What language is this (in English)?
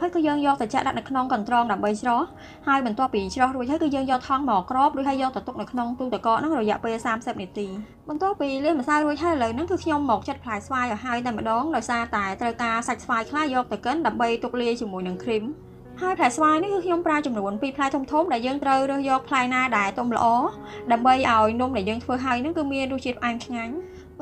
Khmer